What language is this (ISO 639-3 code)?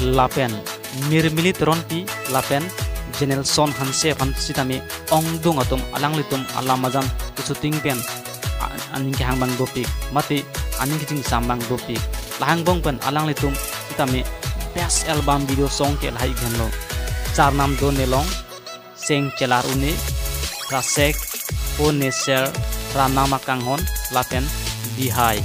mjw